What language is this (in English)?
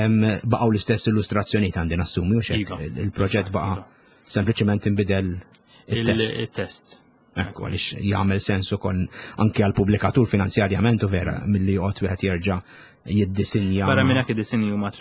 Maltese